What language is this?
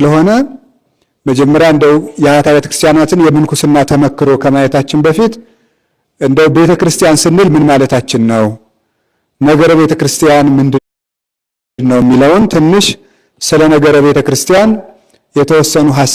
Amharic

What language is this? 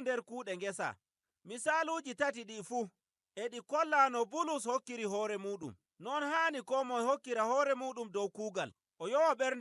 Nigerian Fulfulde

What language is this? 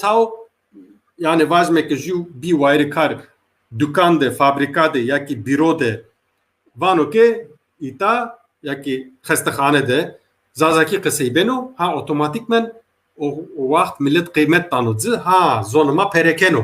Zaza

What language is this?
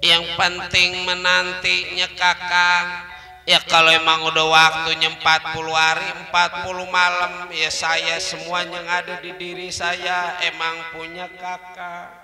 Betawi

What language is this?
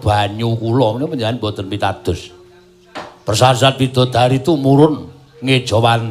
Javanese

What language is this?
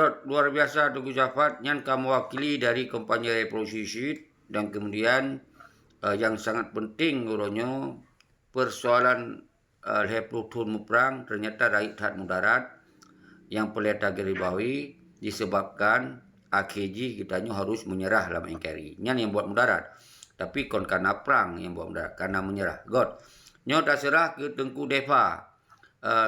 Achinese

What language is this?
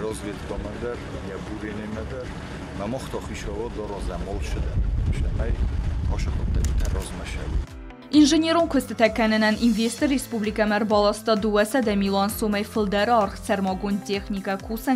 Ossetic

